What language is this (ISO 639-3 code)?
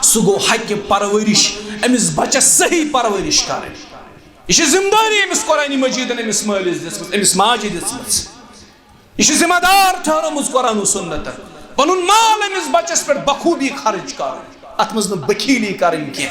kas